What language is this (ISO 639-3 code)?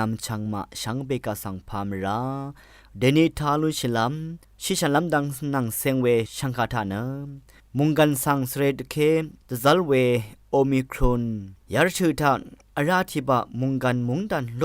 raw